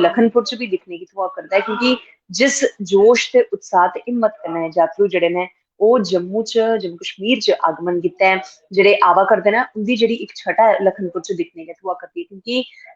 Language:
Dogri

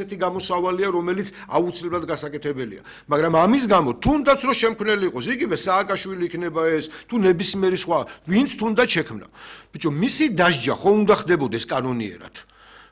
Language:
Georgian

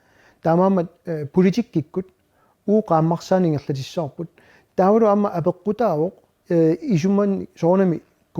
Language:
Kalaallisut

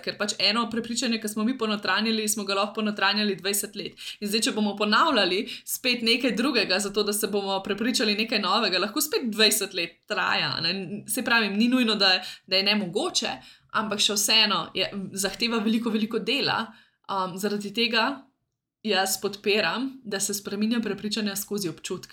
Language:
Slovenian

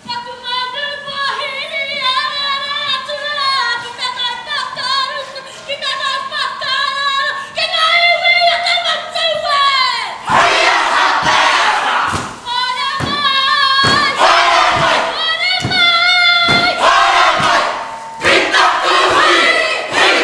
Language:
Māori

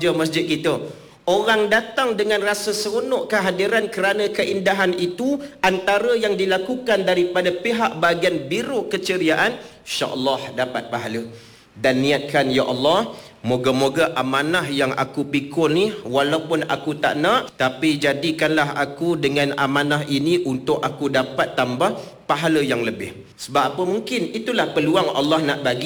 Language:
Malay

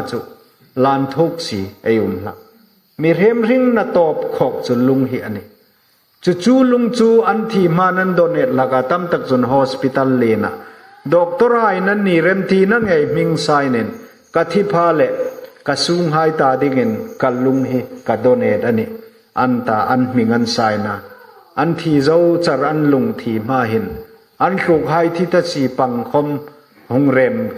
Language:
Hmar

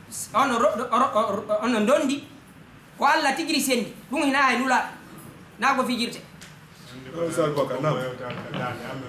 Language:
Fula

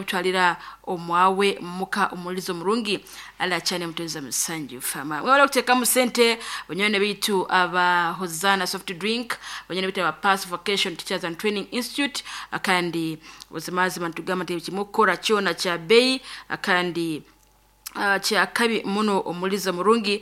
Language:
Nyankole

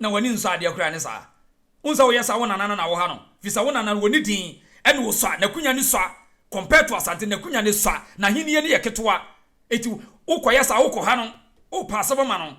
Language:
Akan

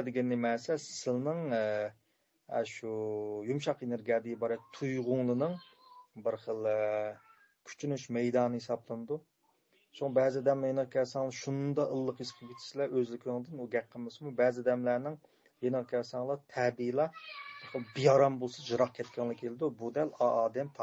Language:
Uyghur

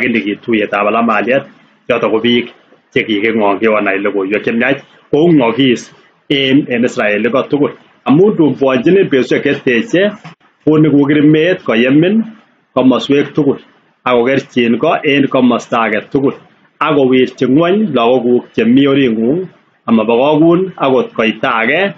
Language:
Kalenjin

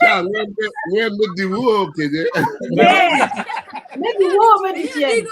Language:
Acoli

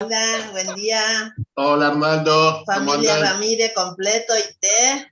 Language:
Guarani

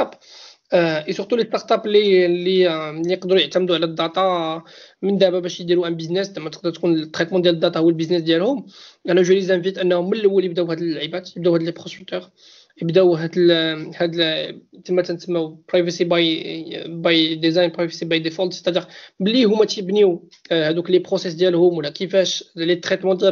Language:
Moroccan Arabic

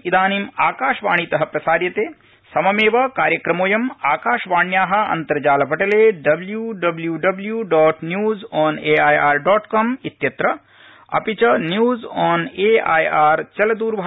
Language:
Sanskrit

